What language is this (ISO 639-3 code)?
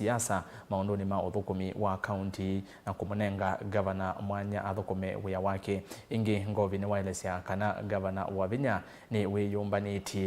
kam